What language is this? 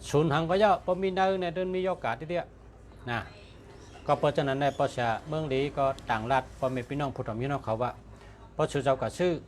Shan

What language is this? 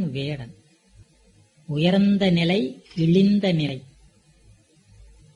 Tamil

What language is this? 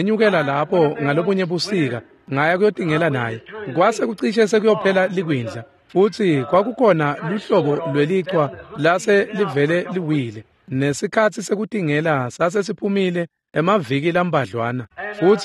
Swati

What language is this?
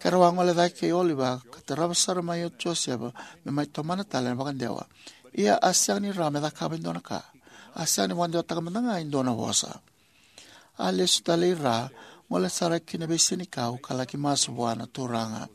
Fijian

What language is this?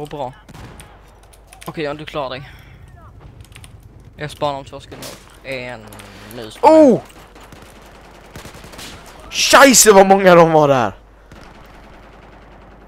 Swedish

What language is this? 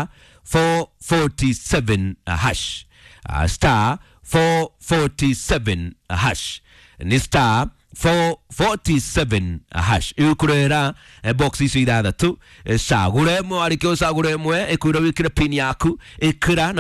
Kikuyu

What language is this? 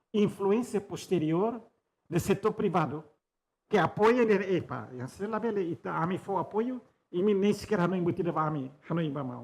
Tetum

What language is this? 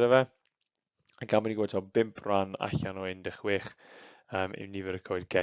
Welsh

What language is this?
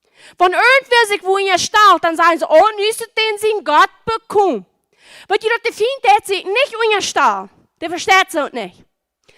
Plautdietsch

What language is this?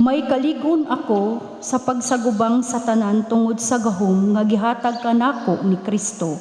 Cebuano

